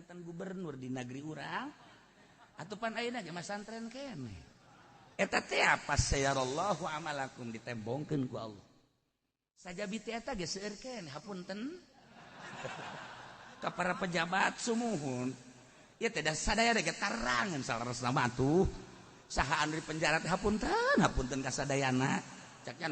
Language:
Sundanese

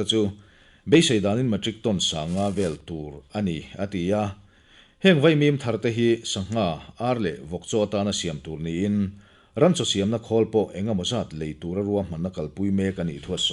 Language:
Mizo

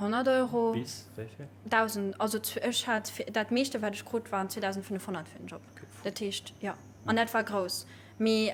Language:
Luxembourgish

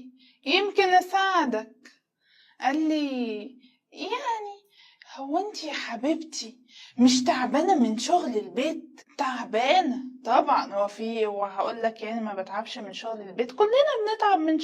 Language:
Egyptian Arabic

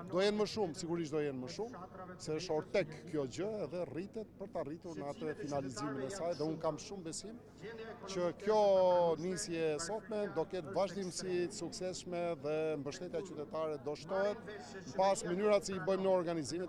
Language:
Albanian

